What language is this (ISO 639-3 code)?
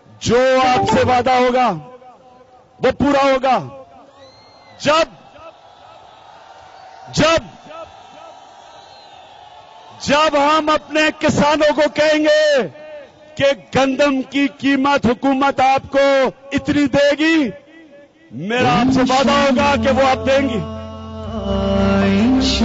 urd